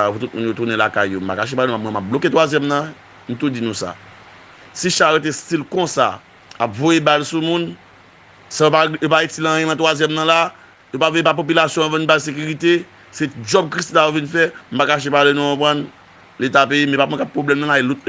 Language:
Haitian Creole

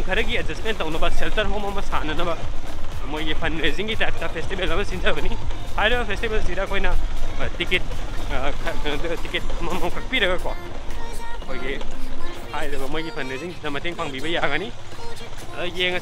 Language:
Manipuri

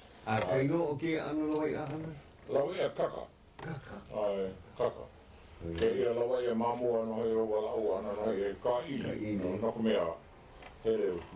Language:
Hawaiian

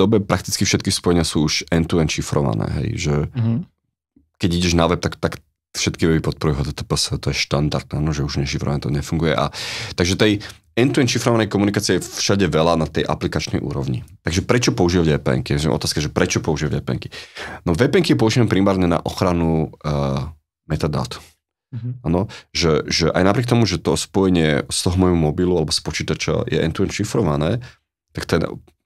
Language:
Slovak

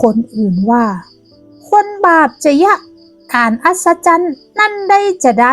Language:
Northern Thai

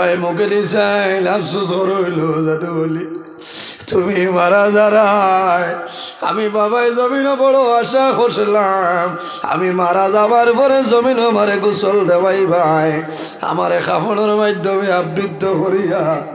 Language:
Sylheti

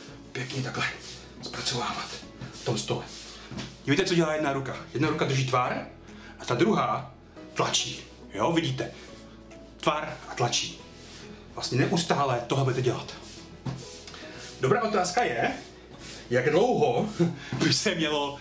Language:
Czech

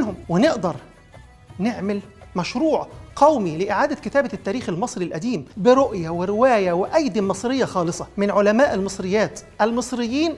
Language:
Egyptian Arabic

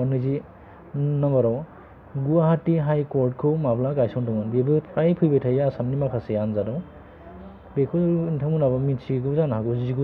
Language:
Bodo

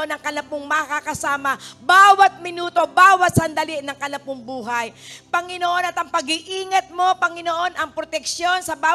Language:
Filipino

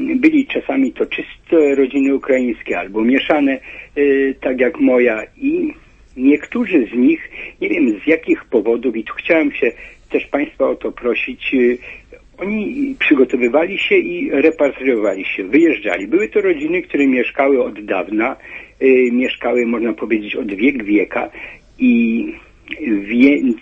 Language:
Polish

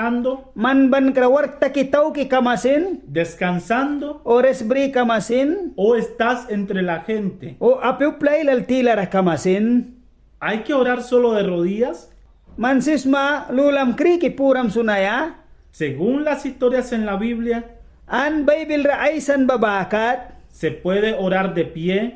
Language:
Mískito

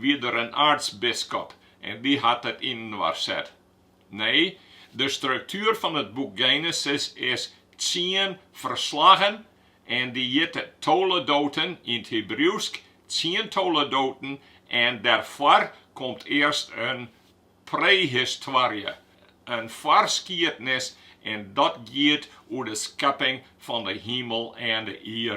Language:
Western Frisian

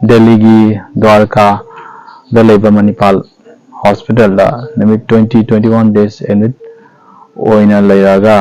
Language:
Manipuri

